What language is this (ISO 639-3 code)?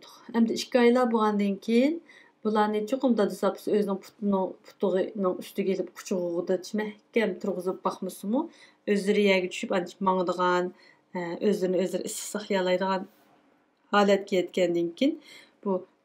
uig